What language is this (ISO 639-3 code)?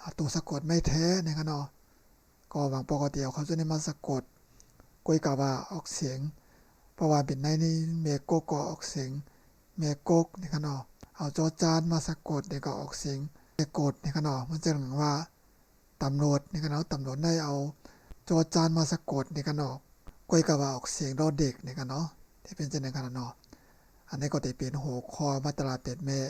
shn